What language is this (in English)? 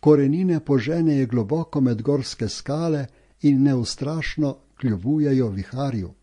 Slovenian